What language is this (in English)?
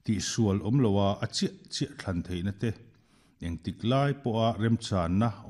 Mizo